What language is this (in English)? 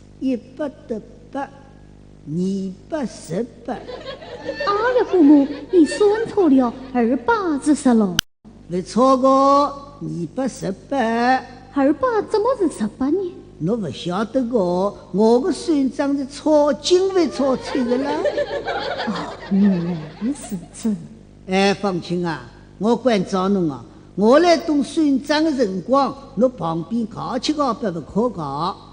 Wu Chinese